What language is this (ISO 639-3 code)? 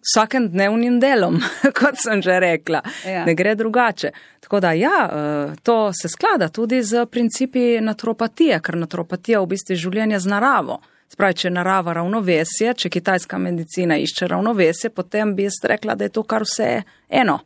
slv